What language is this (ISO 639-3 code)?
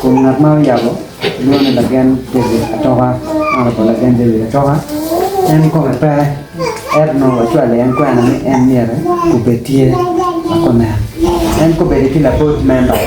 ach